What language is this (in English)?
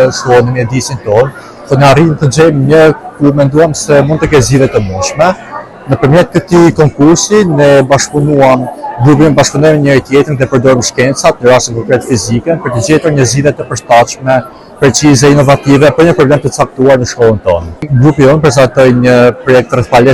Albanian